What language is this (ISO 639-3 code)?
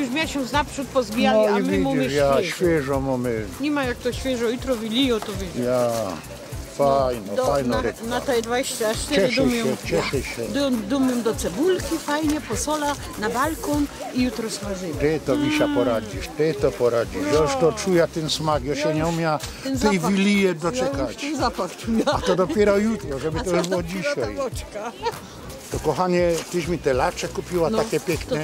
szl